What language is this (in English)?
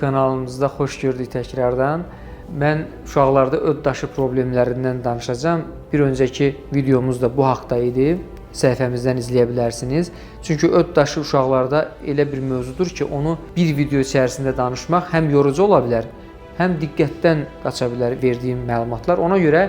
Azerbaijani